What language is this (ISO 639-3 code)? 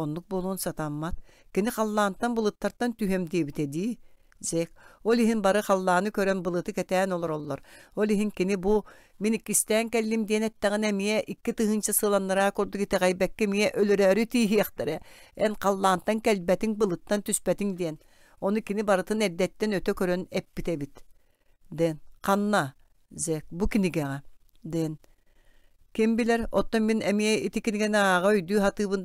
sah